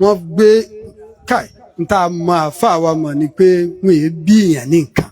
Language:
Yoruba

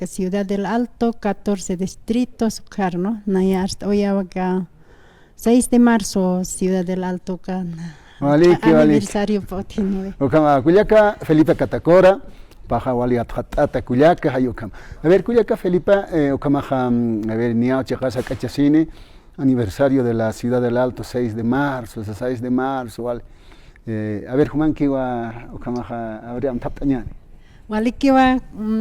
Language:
Aymara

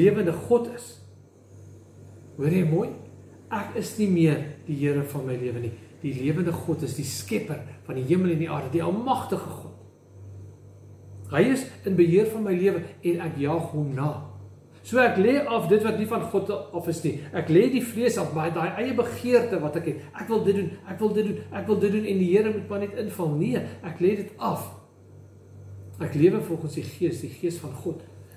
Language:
Afrikaans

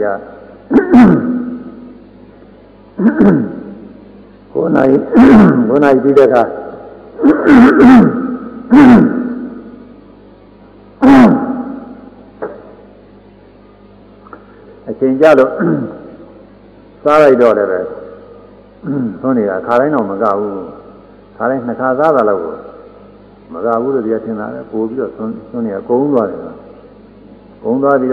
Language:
Burmese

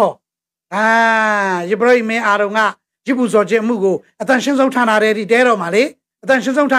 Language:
Burmese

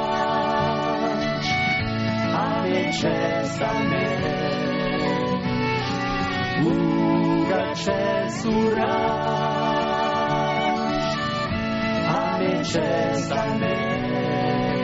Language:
Basque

